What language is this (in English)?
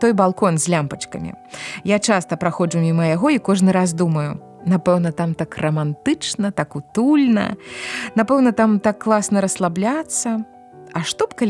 Belarusian